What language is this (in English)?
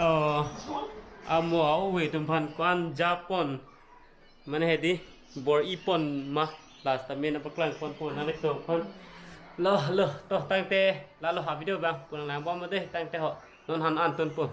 Karbi